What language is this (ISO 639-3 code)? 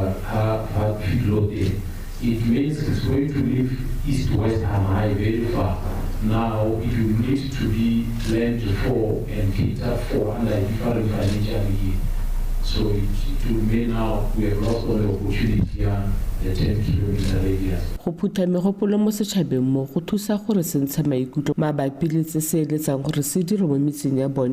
tsn